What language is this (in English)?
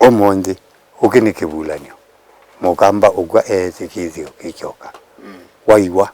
Kamba